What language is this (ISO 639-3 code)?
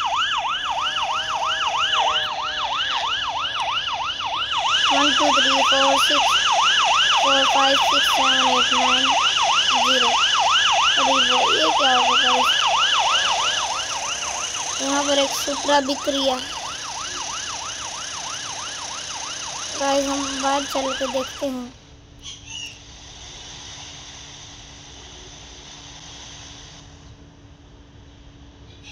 hin